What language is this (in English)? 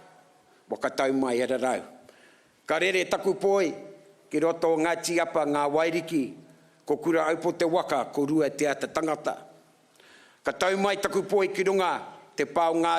Māori